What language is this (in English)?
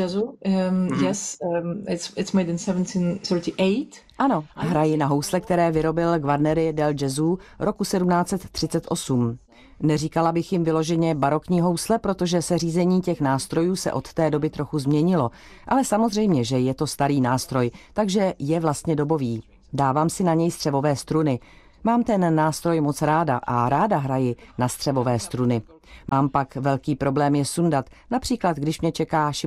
Czech